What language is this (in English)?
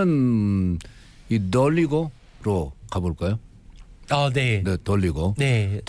Korean